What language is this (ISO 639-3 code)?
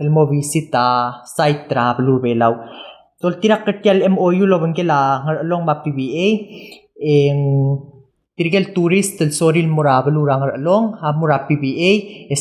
pau